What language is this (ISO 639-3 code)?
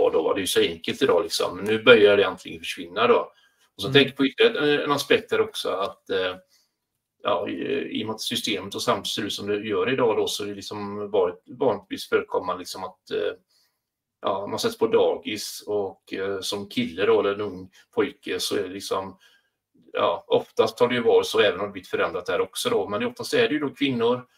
swe